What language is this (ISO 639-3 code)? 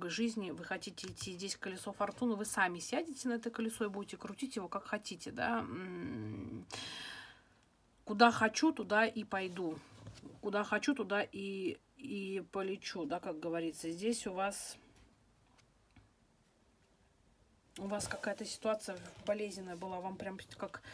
rus